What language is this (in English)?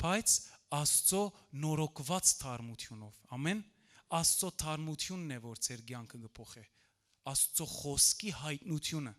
Western Armenian